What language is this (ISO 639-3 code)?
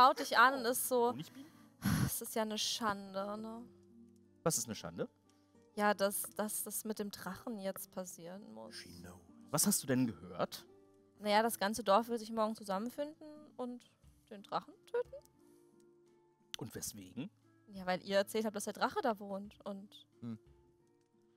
deu